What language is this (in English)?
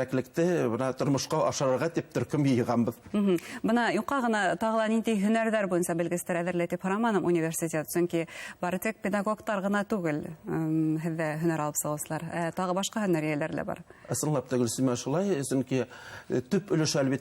Bashkir